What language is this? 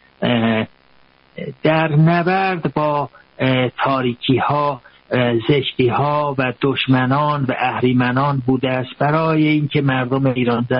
Persian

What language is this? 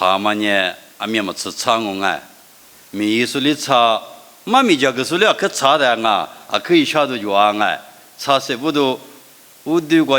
Lisu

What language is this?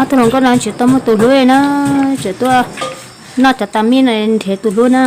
Hmong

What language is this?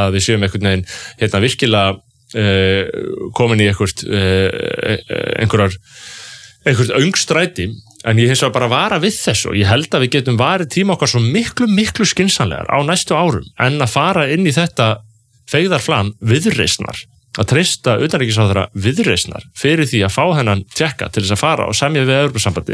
Icelandic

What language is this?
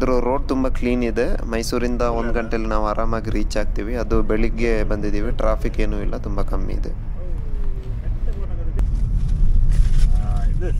Kannada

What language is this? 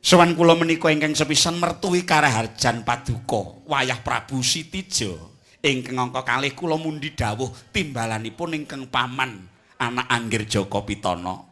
Javanese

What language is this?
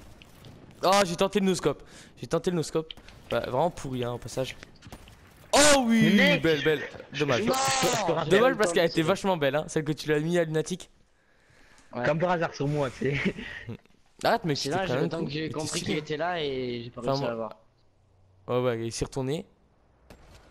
French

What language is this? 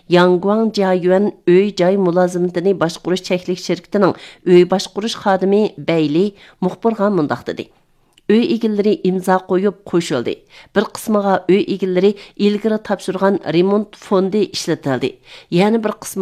Uyghur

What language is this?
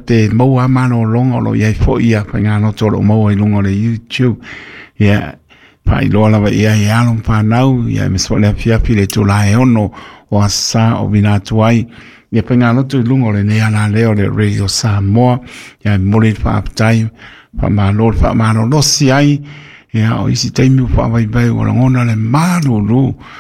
Samoan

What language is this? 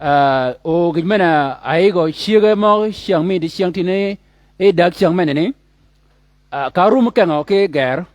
Shilluk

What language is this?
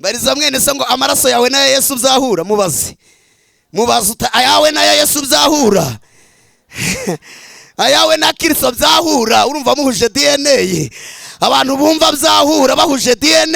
Kinyarwanda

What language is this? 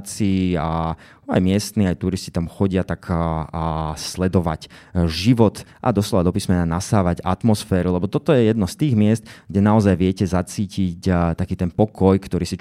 Slovak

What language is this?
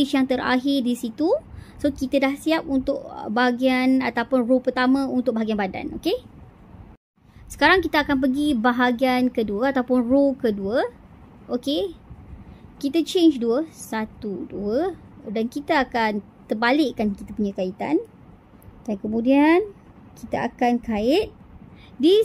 Malay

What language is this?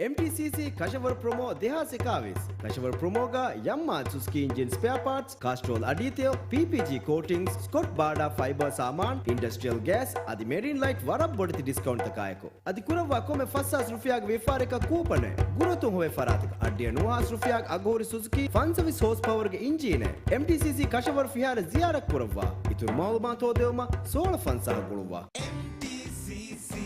Divehi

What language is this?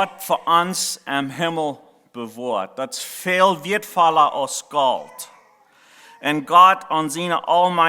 Plautdietsch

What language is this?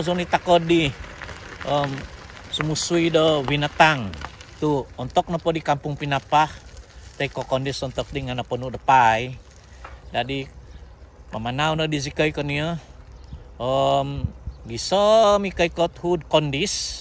Central Dusun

